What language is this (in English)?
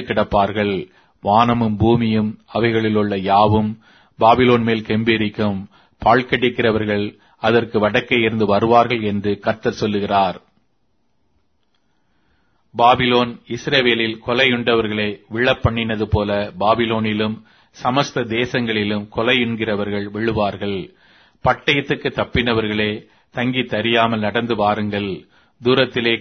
Tamil